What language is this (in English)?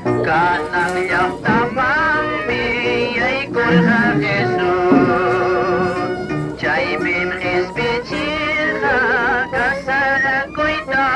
Quechua